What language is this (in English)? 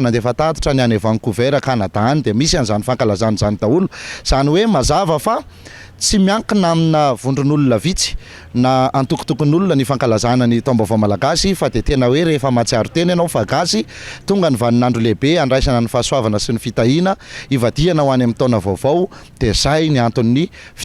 Malagasy